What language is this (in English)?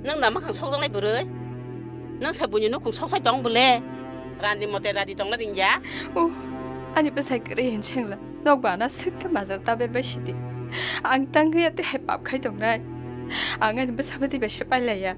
Kok Borok